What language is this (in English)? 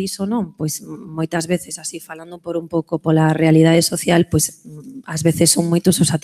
Galician